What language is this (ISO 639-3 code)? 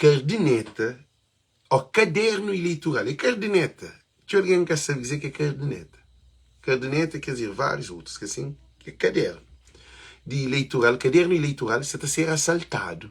kea